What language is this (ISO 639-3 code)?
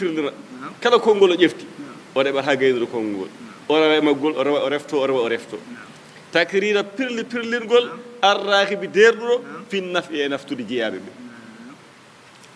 ful